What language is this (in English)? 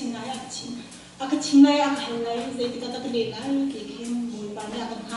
Hakha Chin